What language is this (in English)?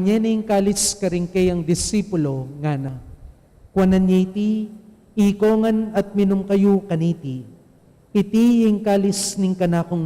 Pampanga